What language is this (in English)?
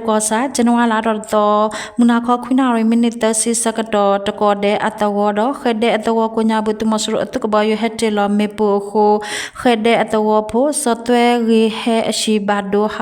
S'gaw Karen